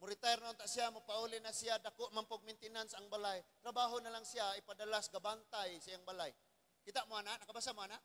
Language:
Cebuano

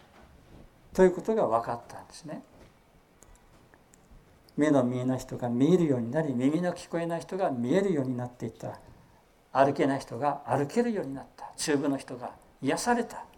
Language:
Japanese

